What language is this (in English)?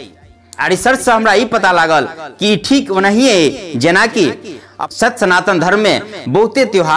Maithili